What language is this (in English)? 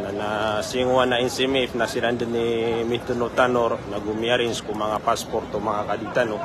Maranao